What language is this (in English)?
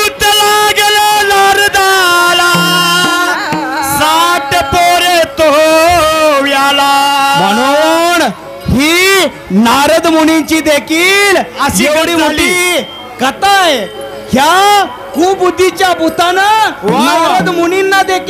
Marathi